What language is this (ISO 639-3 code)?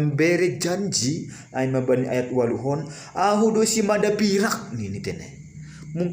bts